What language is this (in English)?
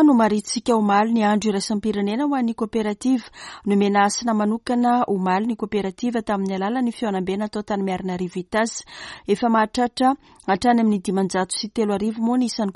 Malagasy